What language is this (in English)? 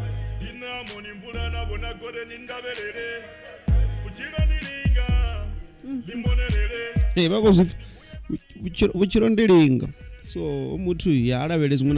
Venda